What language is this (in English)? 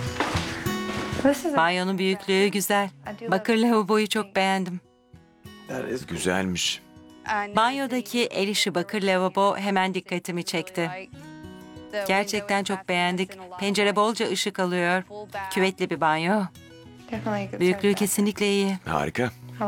Turkish